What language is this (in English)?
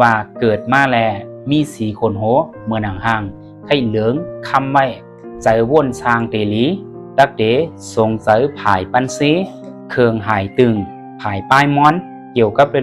Shan